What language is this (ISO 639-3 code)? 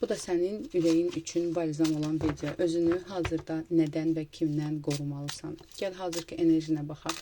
aze